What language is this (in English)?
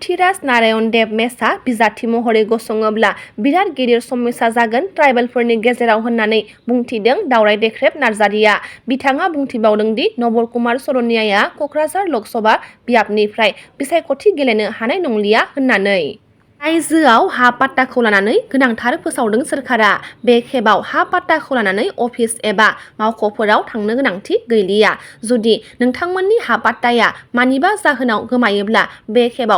Bodo